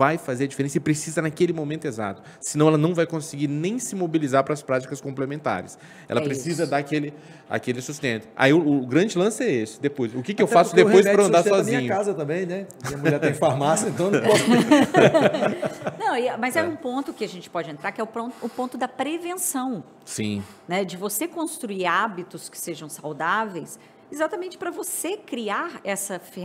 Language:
Portuguese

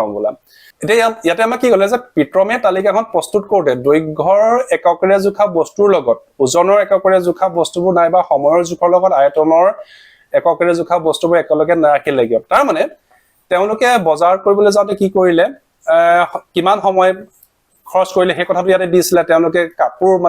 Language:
Assamese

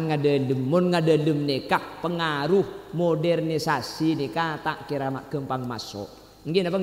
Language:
Madurese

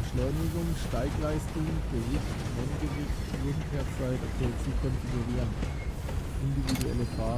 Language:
German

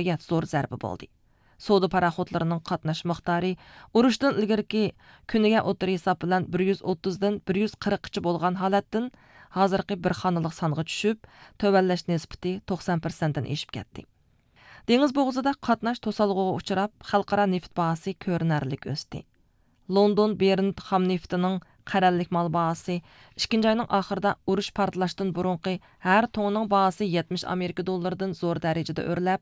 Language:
Uyghur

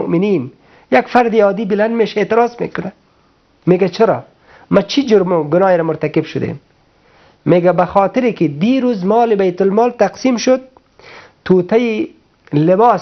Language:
Persian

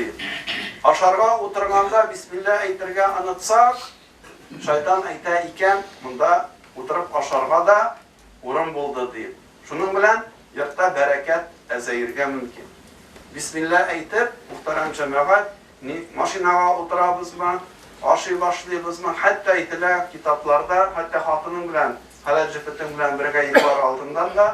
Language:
Tatar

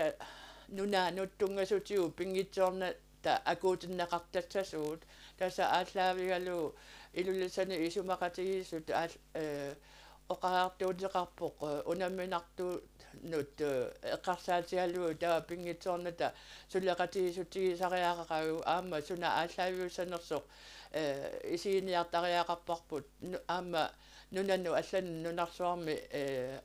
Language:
Kalaallisut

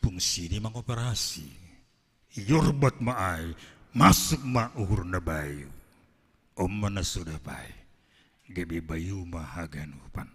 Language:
Batak Simalungun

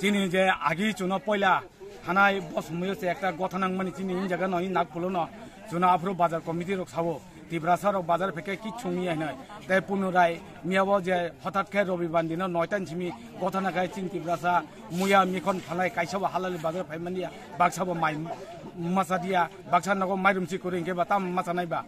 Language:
Riang (India)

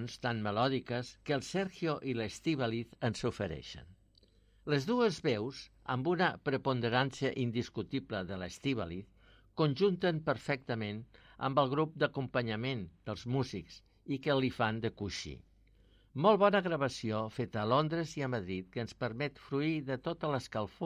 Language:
Catalan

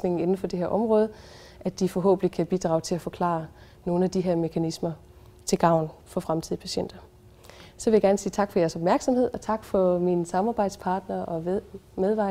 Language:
Danish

